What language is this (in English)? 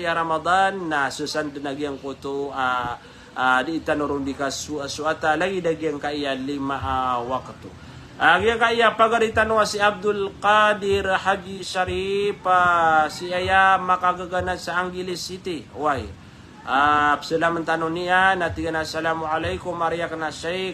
Maranao